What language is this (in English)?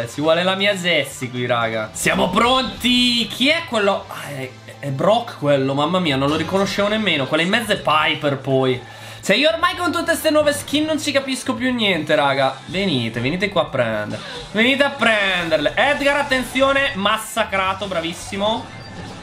Italian